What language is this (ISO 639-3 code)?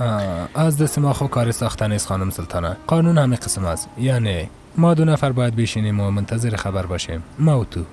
fas